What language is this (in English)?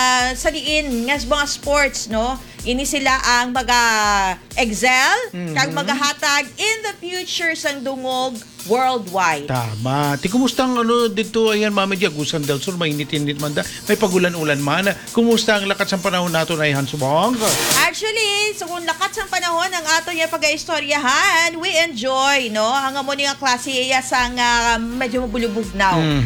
Hiligaynon